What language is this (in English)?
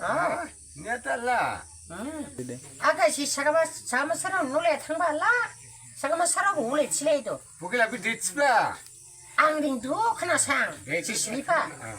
Dimasa